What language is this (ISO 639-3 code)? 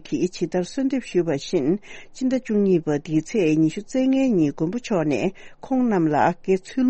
bod